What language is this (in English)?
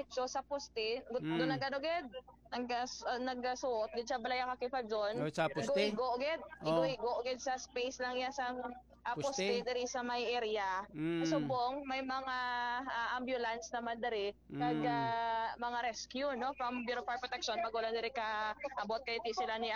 Hiligaynon